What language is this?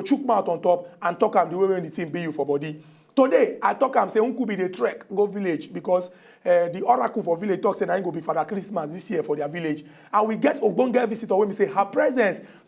Nigerian Pidgin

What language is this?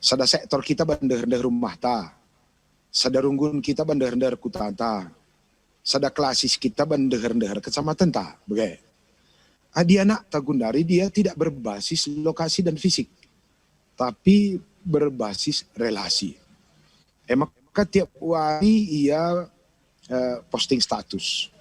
Batak Karo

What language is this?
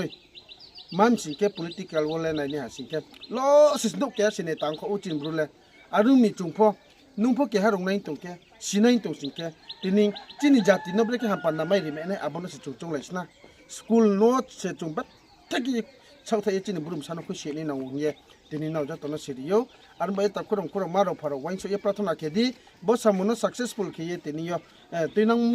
Riang (India)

